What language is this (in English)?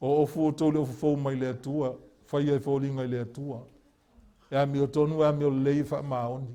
Samoan